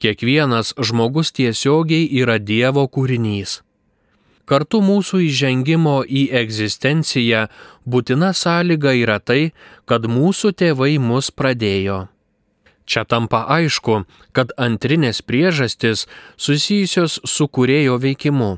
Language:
Lithuanian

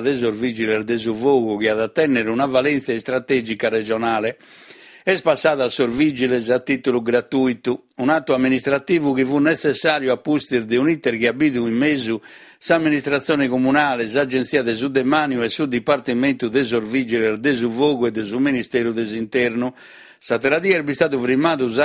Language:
Sardinian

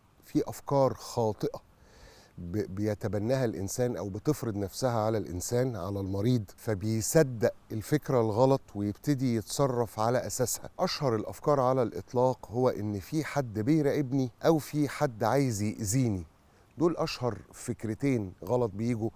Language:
Egyptian Arabic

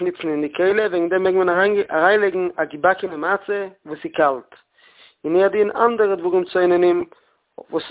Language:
Yiddish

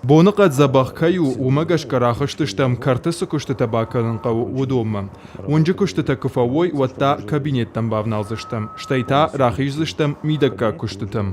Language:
Ossetic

